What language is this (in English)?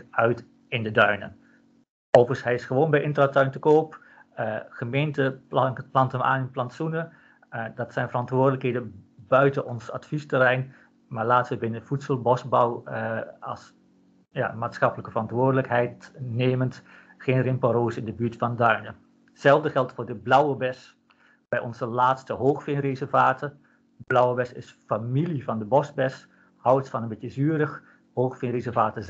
Dutch